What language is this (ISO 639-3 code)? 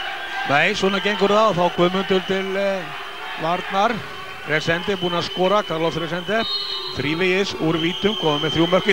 isl